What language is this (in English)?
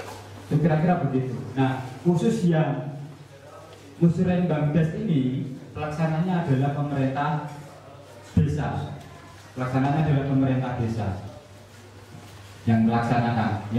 Indonesian